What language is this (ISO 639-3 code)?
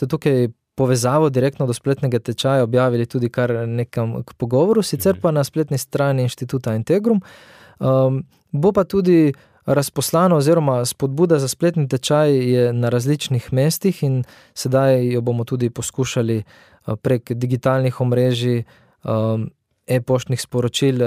slv